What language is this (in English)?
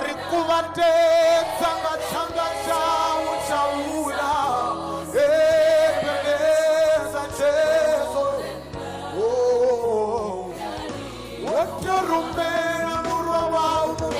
Venda